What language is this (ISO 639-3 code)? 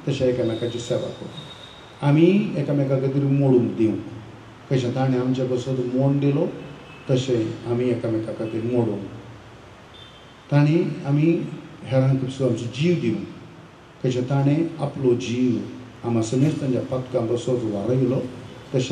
kok